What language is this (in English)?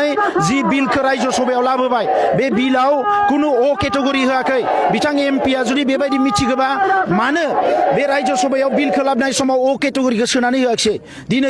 Bodo